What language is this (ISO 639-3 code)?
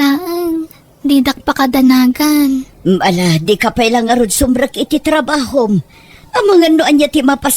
ilo